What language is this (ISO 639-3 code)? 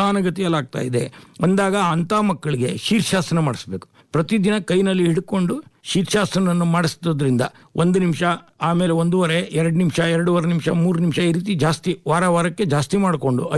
kan